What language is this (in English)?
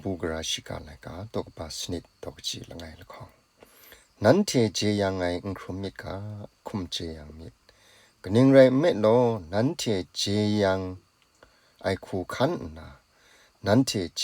Kachin